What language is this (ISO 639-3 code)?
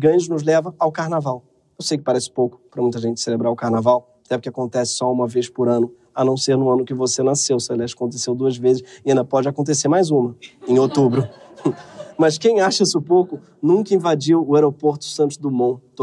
por